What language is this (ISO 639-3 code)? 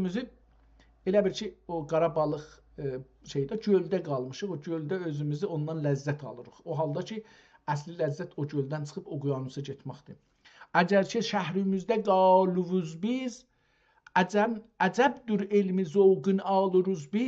azb